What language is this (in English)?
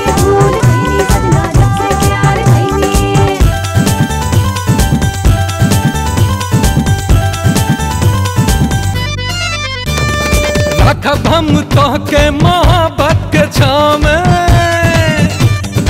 Bhojpuri